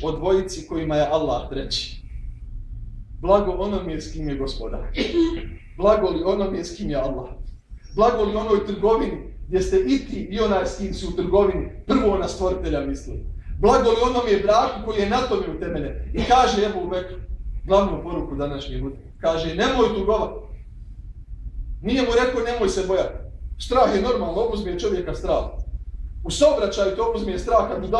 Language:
Bosnian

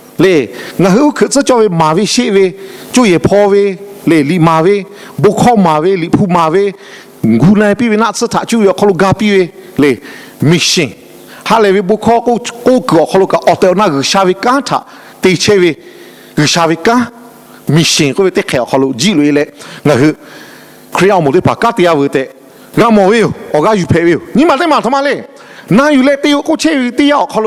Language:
Lahu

